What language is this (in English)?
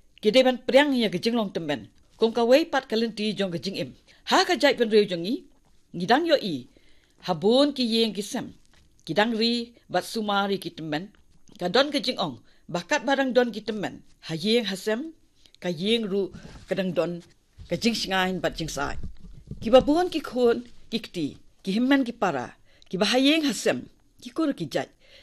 Khasi